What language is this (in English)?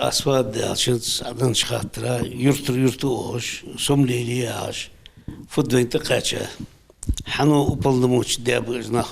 Ingush